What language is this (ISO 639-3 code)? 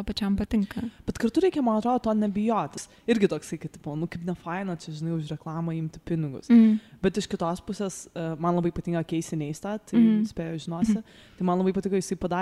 lit